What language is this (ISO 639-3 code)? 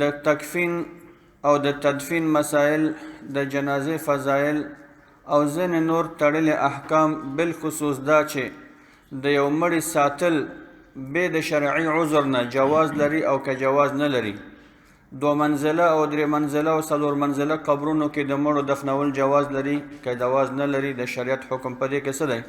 pus